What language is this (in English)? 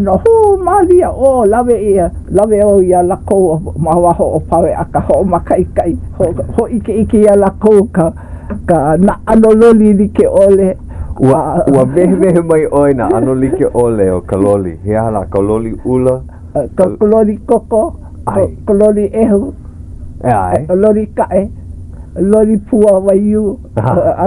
Hawaiian